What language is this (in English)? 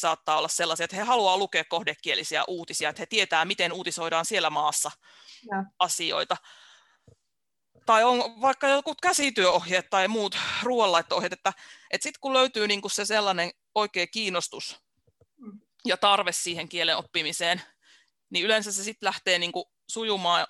Finnish